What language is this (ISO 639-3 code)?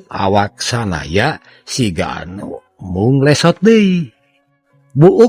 sun